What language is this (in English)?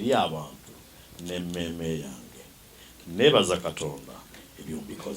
Ganda